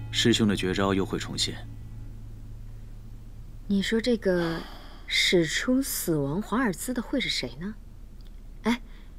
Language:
Chinese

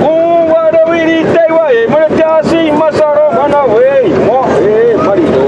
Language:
Xavánte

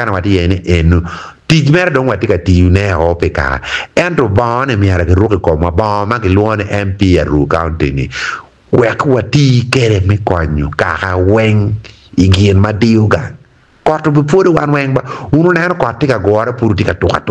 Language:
Acoli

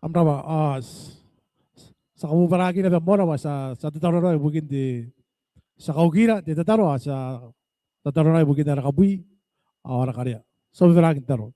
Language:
Gilbertese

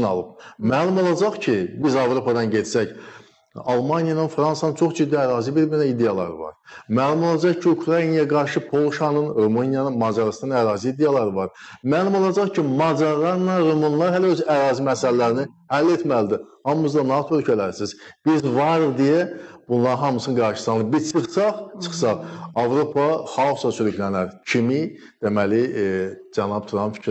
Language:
Azerbaijani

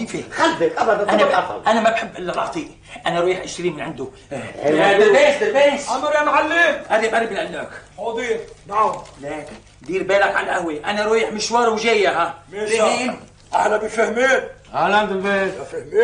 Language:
North Levantine Arabic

